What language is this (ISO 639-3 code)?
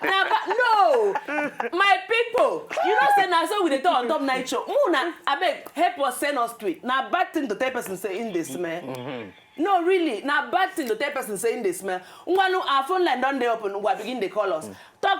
pcm